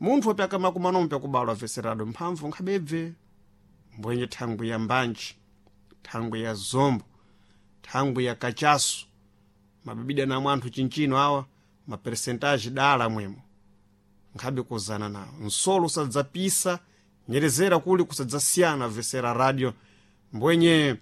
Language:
Sena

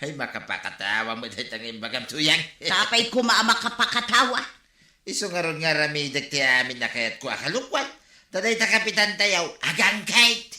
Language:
Iloko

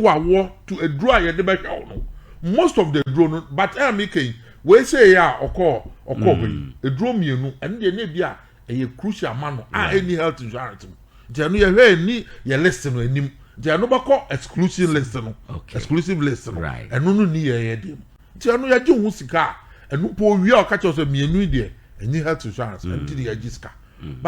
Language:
Akan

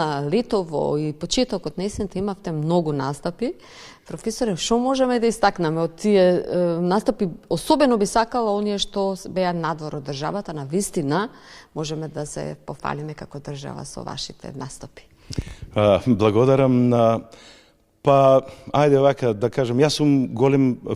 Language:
Macedonian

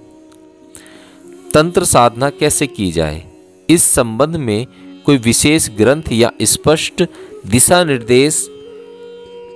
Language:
Hindi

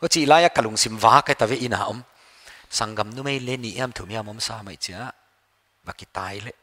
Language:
Paite Chin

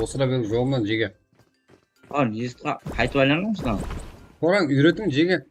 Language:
Kara-Kalpak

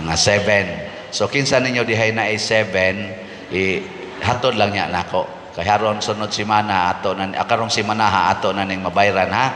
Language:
Cebuano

